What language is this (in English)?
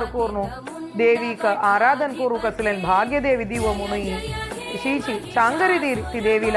Konkani